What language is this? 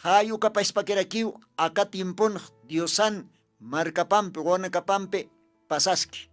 Aymara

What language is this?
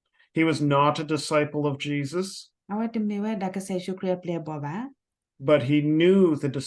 S'gaw Karen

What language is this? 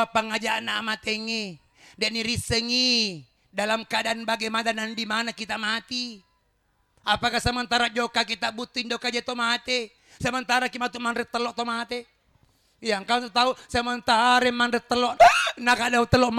Buginese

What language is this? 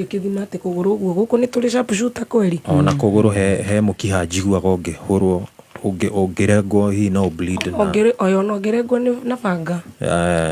Kikuyu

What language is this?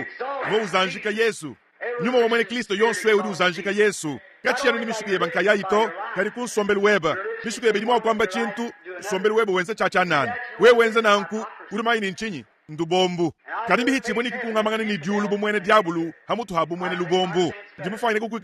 Luba-Lulua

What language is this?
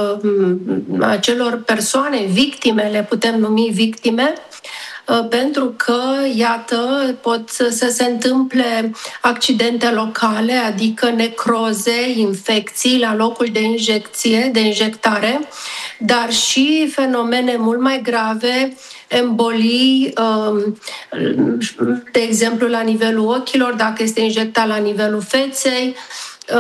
Romanian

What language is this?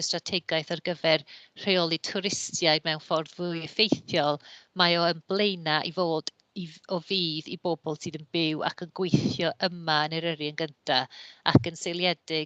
Welsh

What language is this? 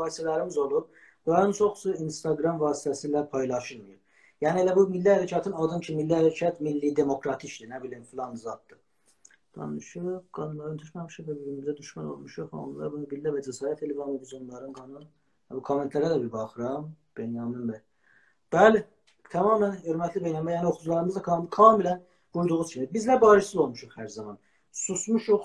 South Azerbaijani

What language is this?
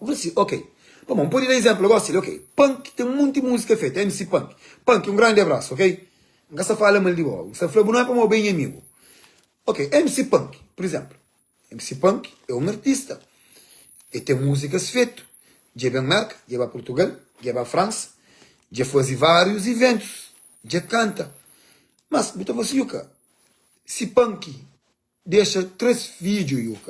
Kabuverdianu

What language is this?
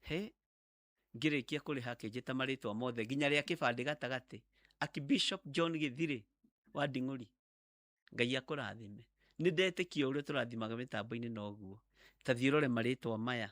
Kikuyu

